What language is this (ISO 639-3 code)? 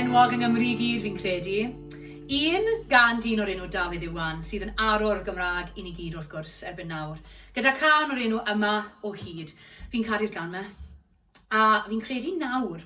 cym